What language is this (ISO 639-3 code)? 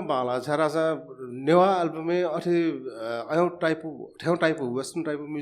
new